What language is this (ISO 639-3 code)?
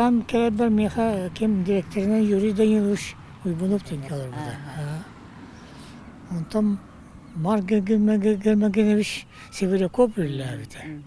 sah